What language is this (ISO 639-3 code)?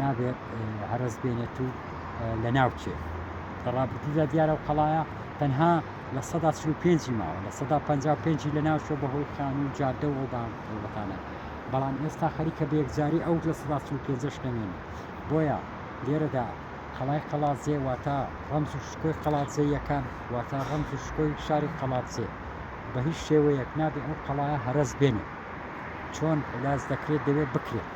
ckb